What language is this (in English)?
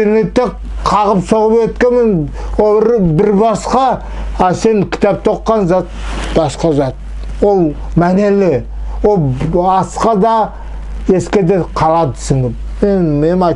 Nogai